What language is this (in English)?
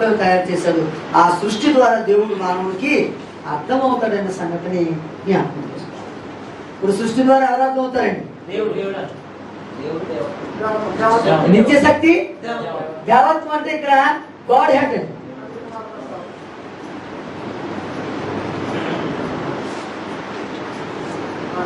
Telugu